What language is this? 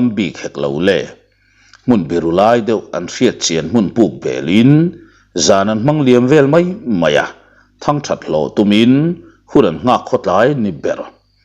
Mizo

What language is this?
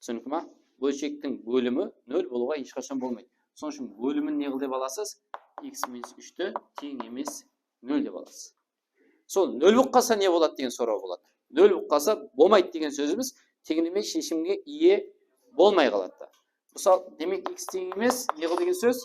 Kara-Kalpak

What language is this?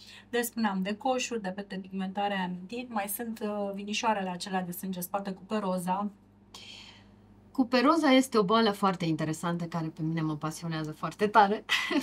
Romanian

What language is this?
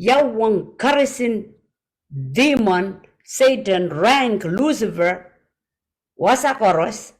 Pohnpeian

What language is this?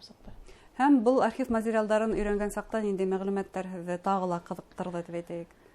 Bashkir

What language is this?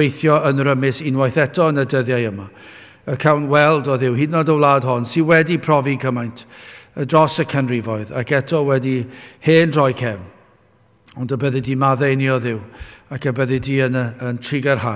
Welsh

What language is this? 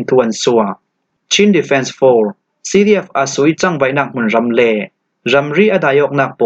Falam Chin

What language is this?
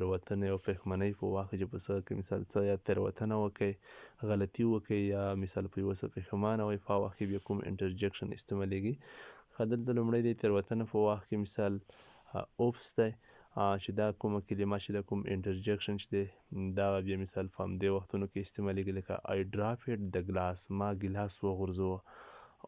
Pashto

